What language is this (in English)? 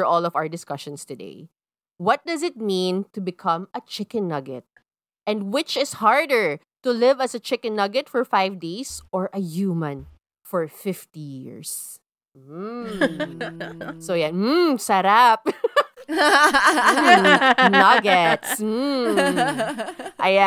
Filipino